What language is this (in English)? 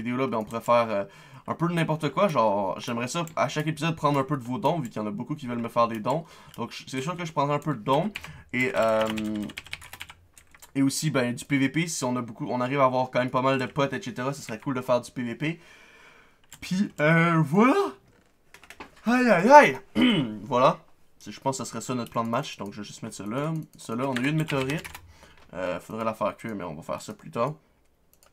French